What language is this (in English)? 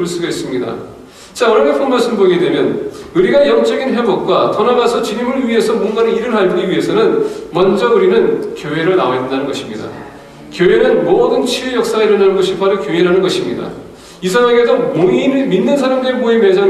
Korean